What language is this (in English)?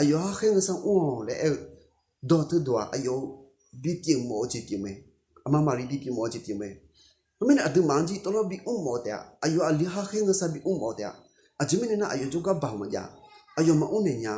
Akha